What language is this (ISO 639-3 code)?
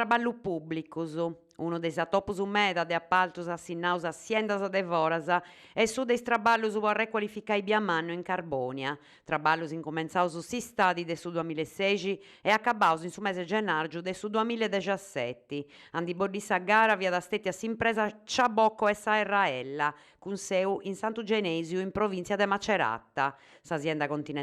srd